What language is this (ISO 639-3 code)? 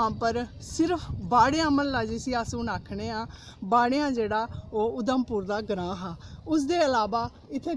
doi